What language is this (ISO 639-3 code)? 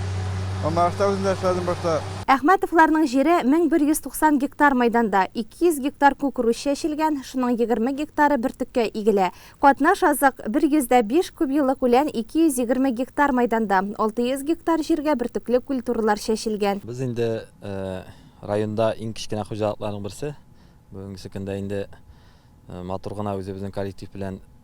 tat